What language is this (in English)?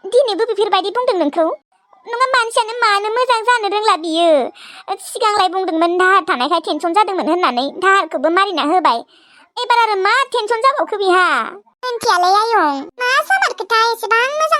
Bodo